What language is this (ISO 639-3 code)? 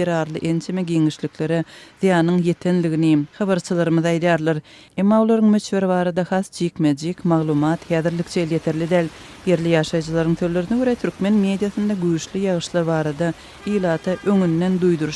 tuk